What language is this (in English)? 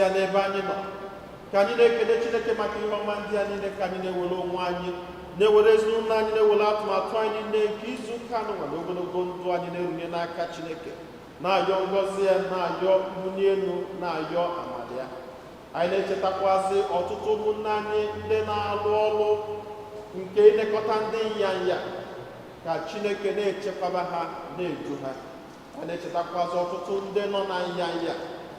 Igbo